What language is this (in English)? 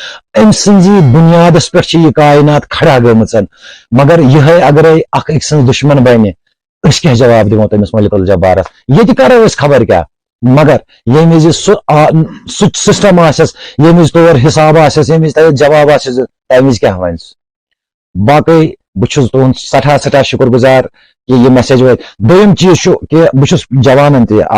Kashmiri